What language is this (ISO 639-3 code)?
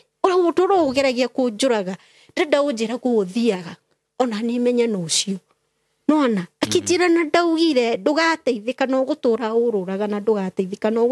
kik